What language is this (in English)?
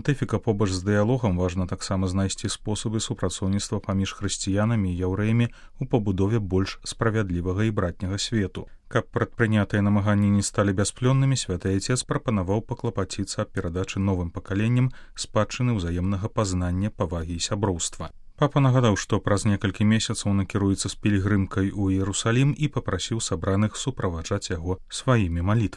Belarusian